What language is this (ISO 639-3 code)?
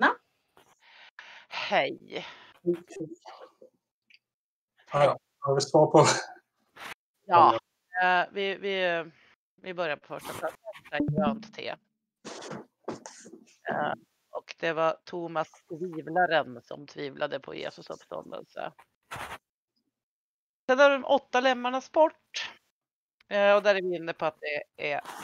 swe